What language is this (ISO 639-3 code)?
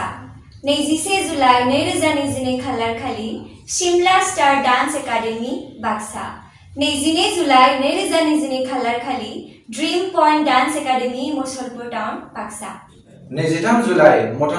brx